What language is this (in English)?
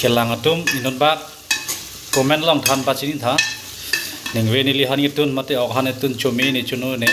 Karbi